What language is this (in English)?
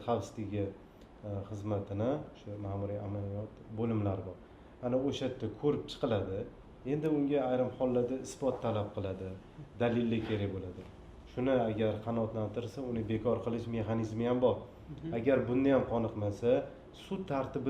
Uzbek